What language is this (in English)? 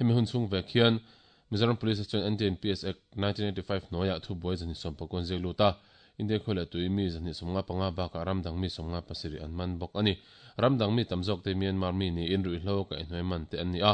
Mizo